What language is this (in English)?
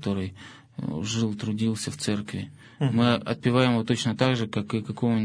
Russian